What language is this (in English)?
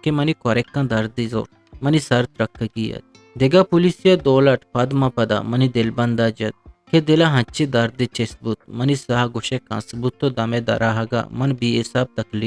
Eastern Balochi